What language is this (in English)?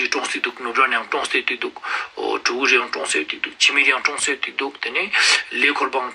Ladakhi